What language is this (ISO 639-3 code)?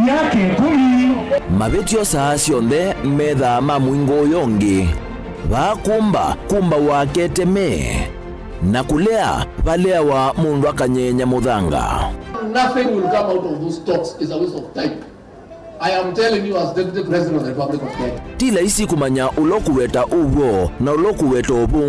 kam